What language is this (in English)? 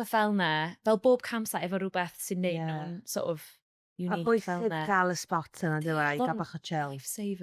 Welsh